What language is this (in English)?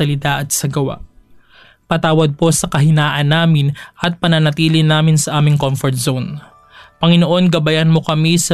Filipino